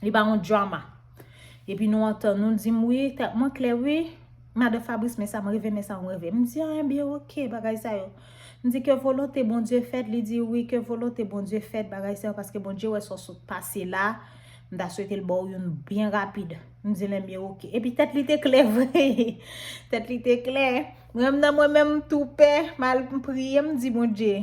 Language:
Haitian Creole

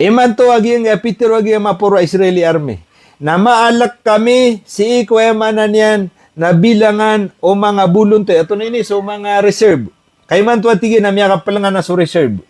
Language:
Maranao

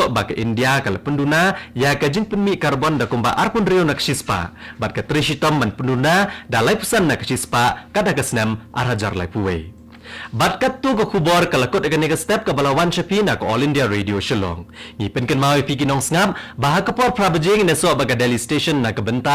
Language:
Khasi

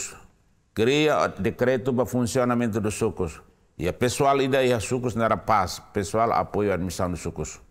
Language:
Tetum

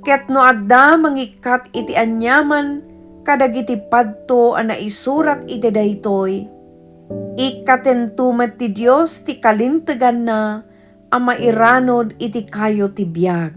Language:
Iloko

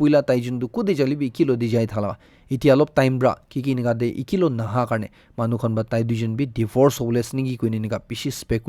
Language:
Naga Pidgin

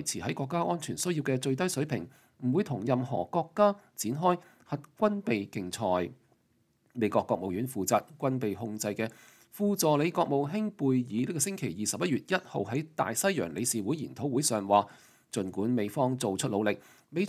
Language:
Cantonese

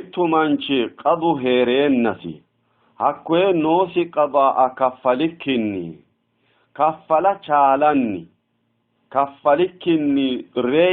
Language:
Sidamo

